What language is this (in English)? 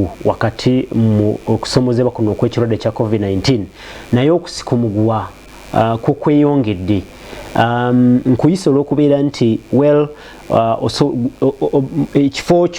Ganda